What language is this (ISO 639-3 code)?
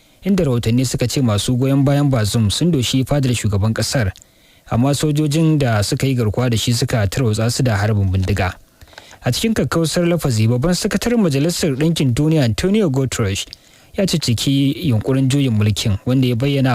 hau